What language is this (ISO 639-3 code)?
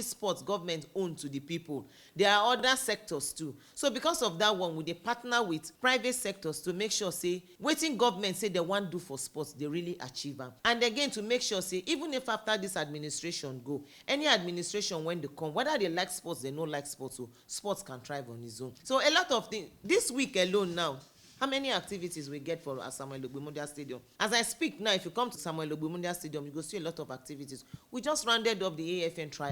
pcm